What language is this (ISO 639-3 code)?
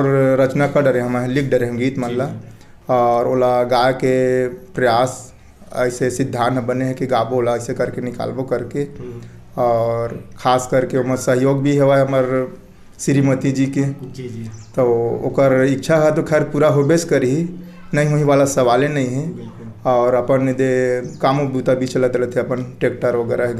hne